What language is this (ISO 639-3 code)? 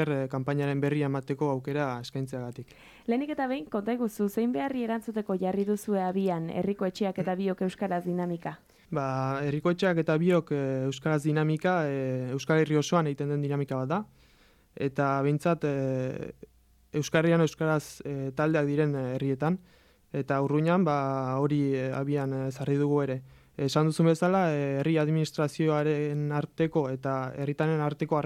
eus